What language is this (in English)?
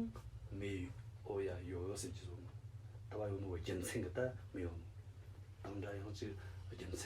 Tibetan